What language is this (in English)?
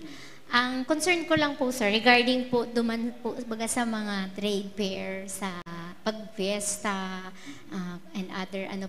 Bikol